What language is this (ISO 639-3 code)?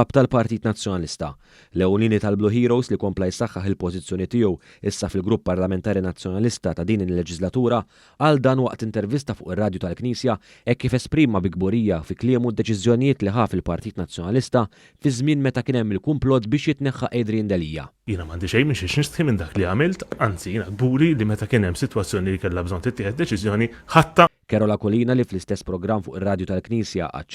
mlt